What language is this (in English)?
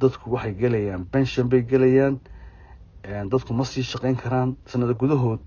Somali